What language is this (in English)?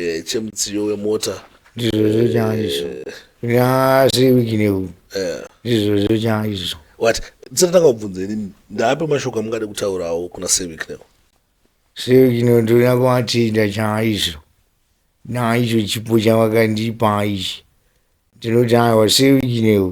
Shona